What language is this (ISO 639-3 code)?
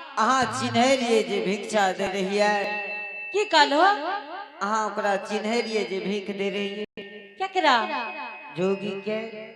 anp